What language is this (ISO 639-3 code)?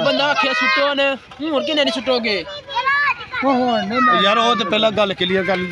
pan